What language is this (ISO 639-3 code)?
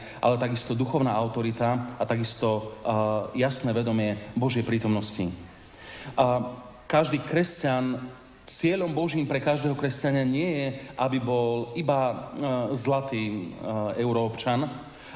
slk